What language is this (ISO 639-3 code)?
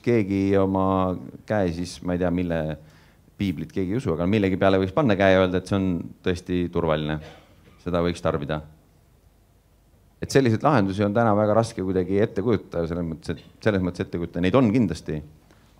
est